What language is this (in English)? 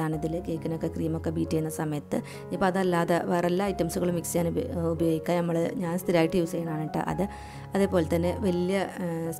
Malayalam